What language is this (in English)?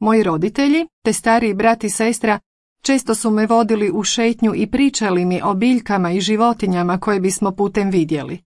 Croatian